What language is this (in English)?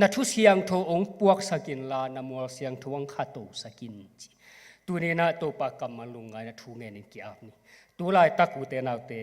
Tedim Chin